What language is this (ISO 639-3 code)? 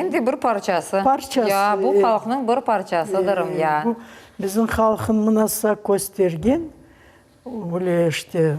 crh